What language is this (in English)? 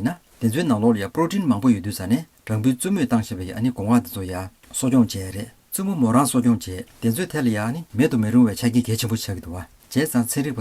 Tibetan